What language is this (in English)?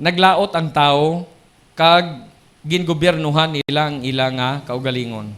Hiligaynon